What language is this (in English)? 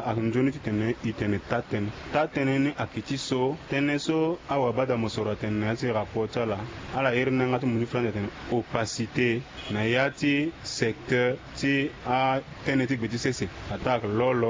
Sango